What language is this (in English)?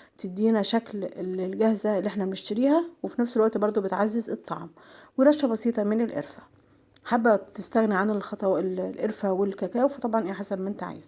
Egyptian Arabic